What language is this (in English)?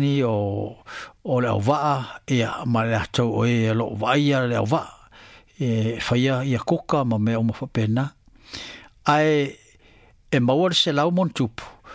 Samoan